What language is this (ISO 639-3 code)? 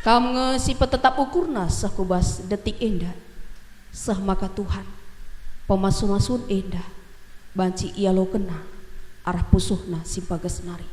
btx